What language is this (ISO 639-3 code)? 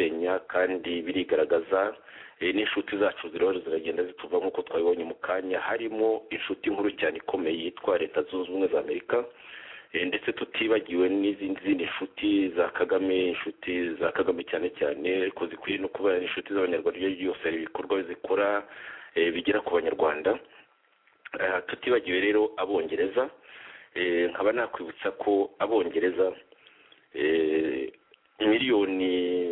kin